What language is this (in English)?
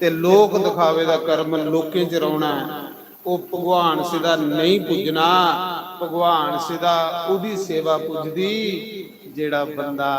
Dogri